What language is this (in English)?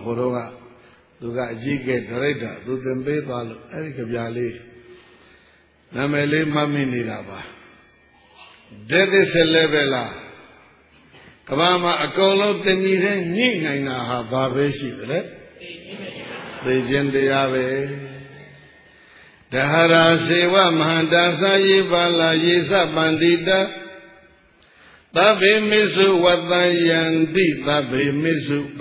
Burmese